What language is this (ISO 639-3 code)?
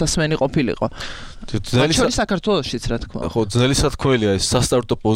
kat